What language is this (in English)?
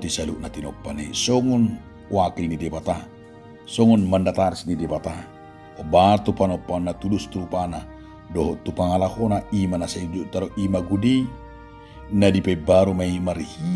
Batak Toba